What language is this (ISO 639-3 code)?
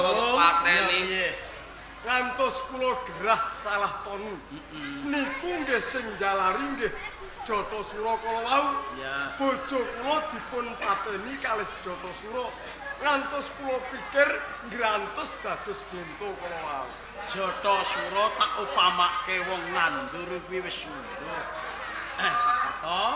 jav